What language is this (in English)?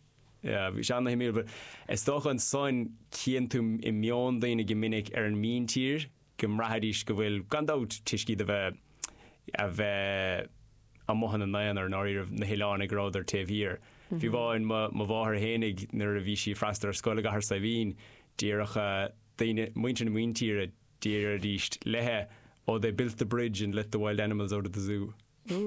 Irish